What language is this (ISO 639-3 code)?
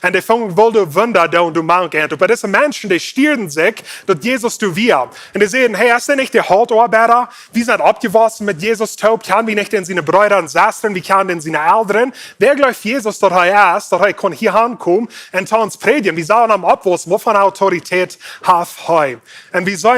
pdt